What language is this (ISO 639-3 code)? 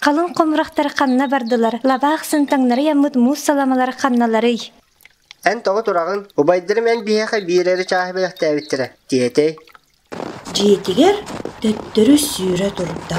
sah